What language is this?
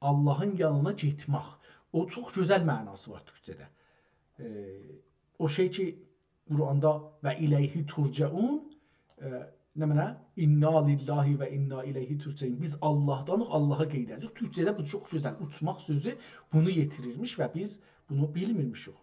South Azerbaijani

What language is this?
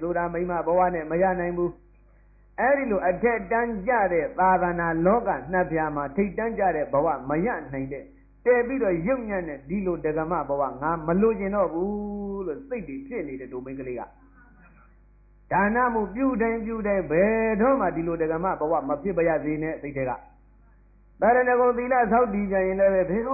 Burmese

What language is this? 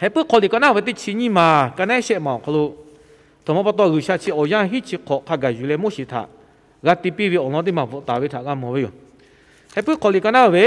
Lahu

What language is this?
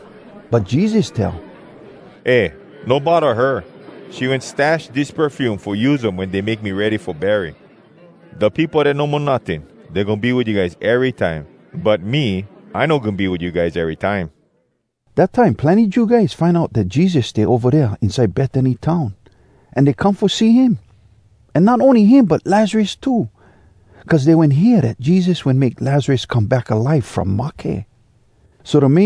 Hawai'i Creole English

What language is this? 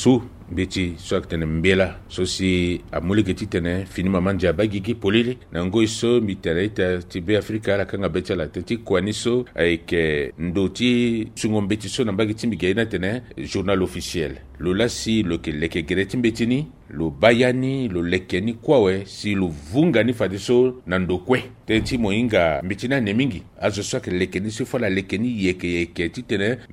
Sango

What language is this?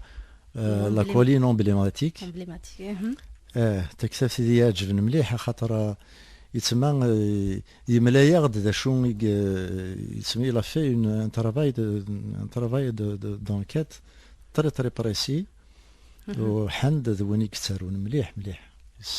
Kabyle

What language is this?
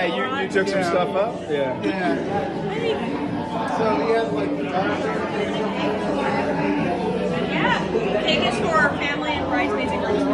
English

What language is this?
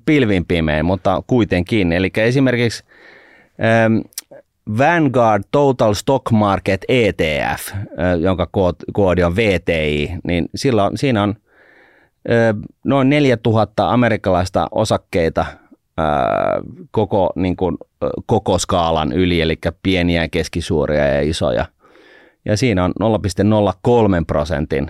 Finnish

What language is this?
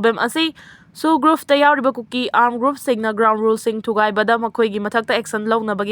Manipuri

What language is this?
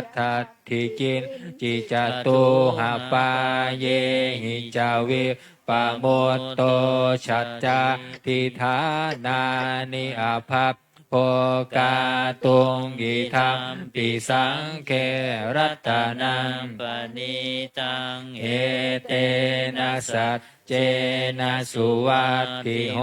Pali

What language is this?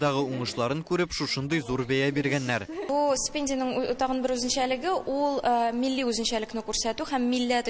Tatar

